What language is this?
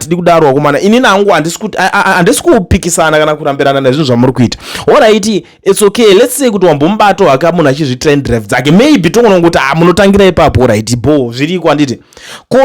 Shona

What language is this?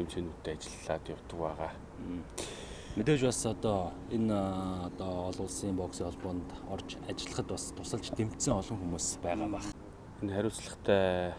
Mongolian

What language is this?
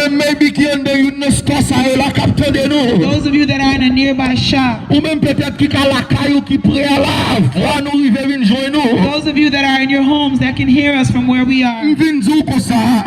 Haitian Creole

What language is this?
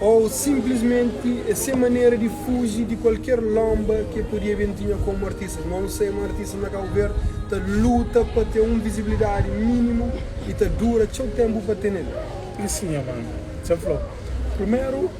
Kabuverdianu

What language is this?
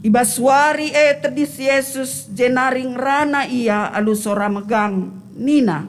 Batak Karo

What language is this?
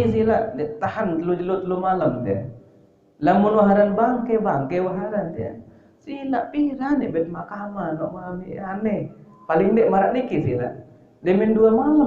Sasak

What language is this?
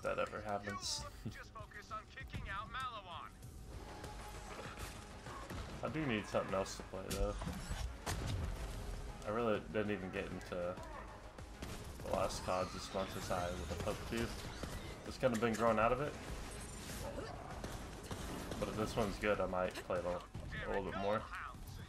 English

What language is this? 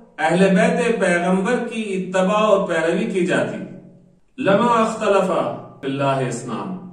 Urdu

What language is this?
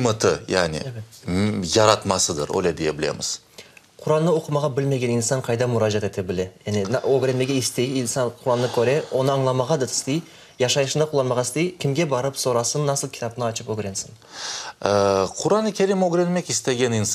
Crimean Tatar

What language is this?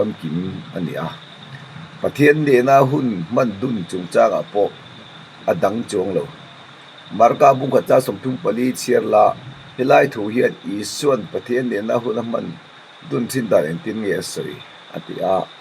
Mizo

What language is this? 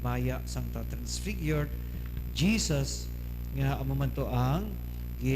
Hiligaynon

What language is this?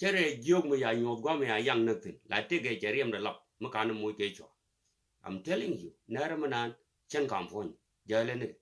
Nuer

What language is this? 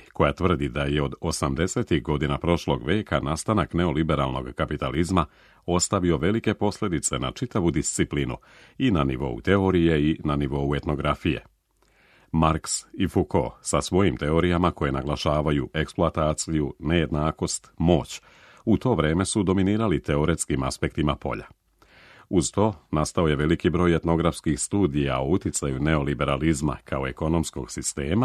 Serbian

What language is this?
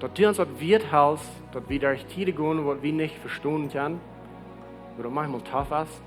Plautdietsch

